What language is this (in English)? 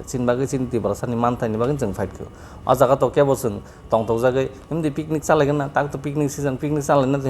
Kok Borok